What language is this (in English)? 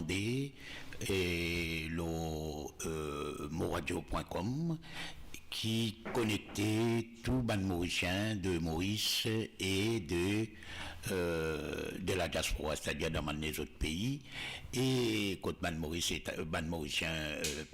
Morisyen